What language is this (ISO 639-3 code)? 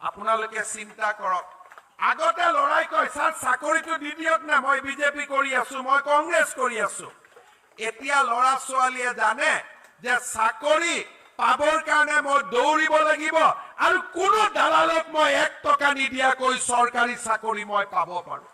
asm